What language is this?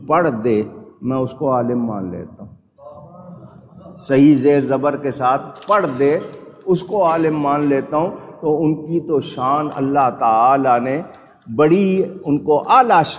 Urdu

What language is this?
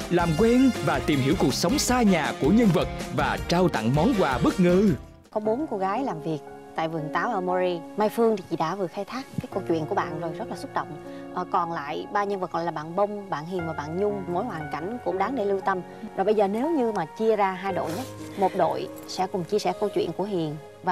Vietnamese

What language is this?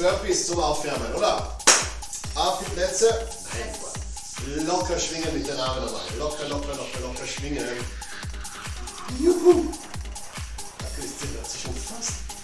German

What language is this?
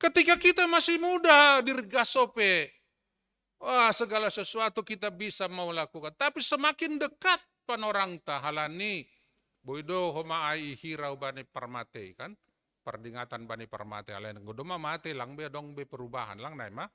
Batak Simalungun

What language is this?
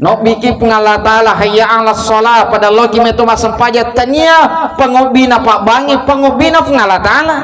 Buginese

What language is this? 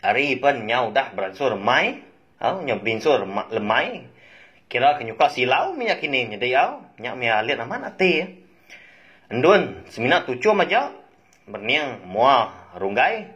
Iban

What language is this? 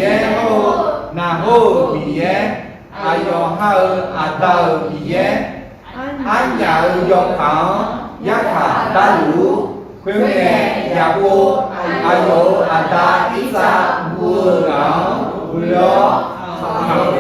Akha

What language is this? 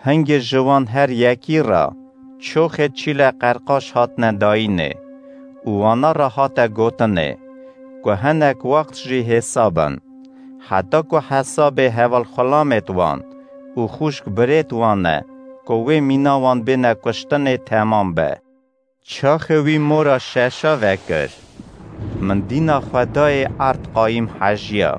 Kurdish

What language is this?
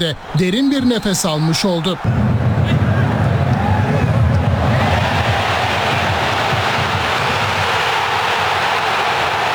Turkish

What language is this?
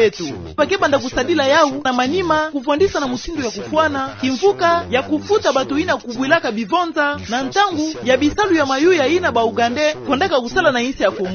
Kituba (Democratic Republic of Congo)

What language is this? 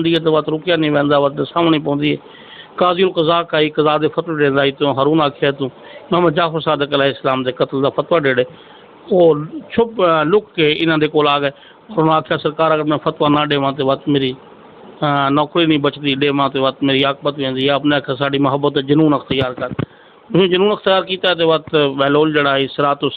Saraiki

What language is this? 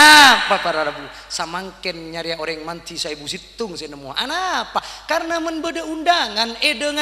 Madurese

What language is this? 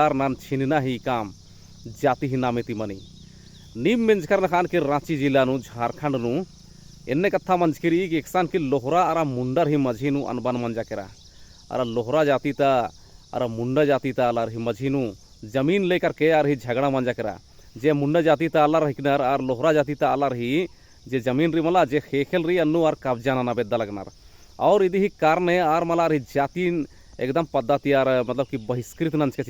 Kurukh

